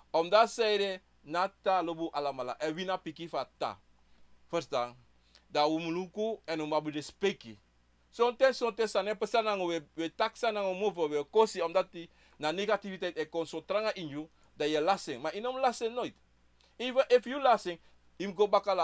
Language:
Sranan Tongo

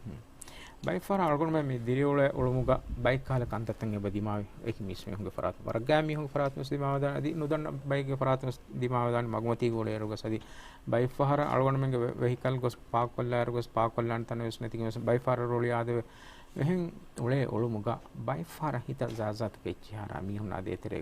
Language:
Divehi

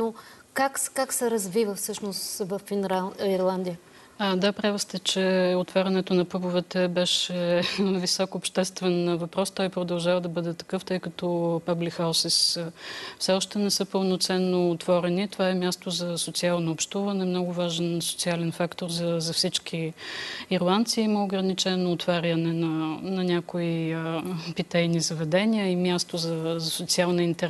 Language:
Bulgarian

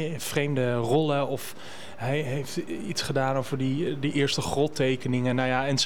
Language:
Dutch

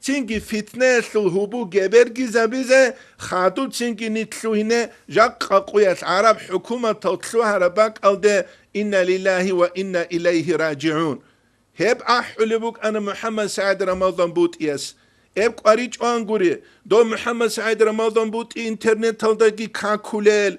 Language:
Avaric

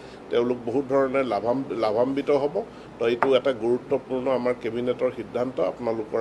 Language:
Assamese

